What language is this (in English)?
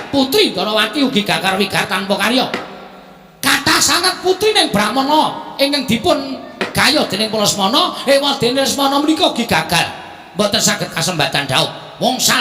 Javanese